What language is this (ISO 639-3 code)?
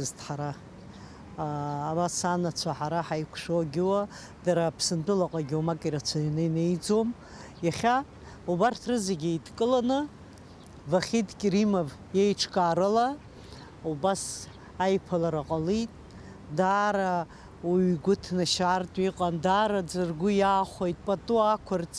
abk